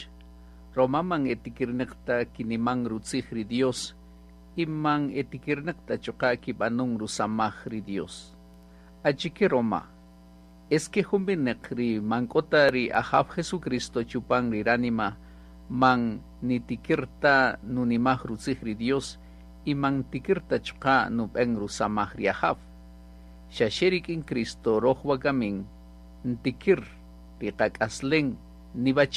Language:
Kaqchikel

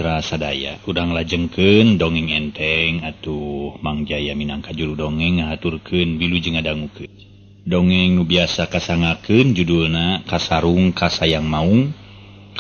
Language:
Sundanese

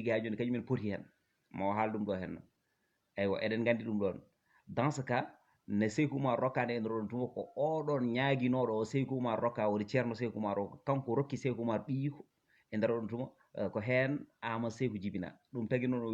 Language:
Fula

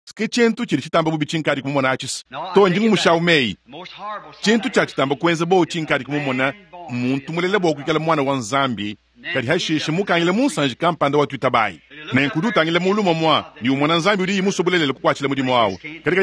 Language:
Luba-Lulua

